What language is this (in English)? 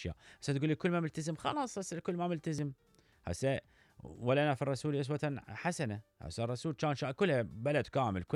Mesopotamian Arabic